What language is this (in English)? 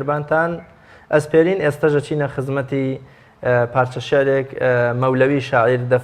Central Kurdish